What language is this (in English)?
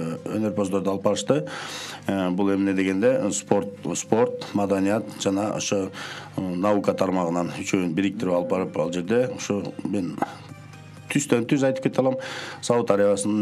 Kyrgyz